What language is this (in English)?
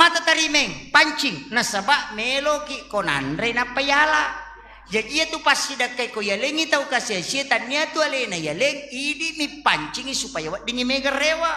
Buginese